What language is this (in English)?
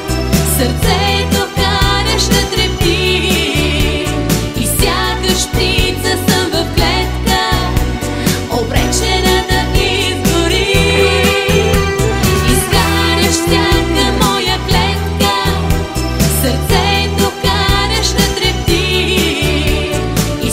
Bulgarian